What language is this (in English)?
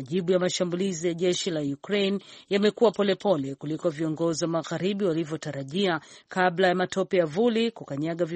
Swahili